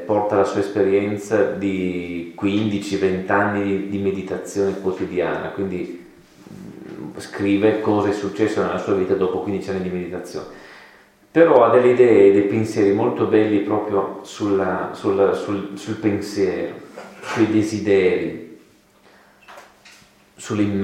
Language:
Italian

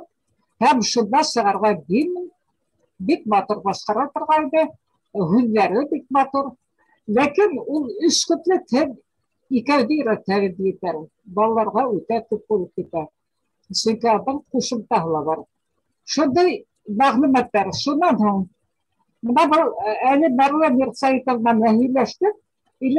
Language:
Bashkir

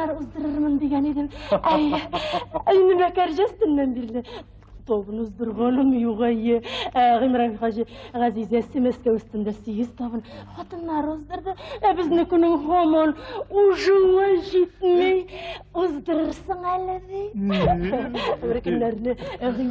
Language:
Tatar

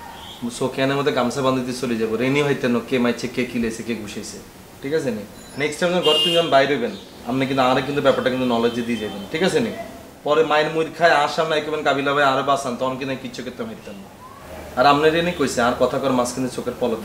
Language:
Bangla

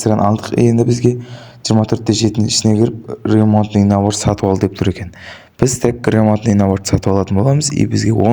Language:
Kazakh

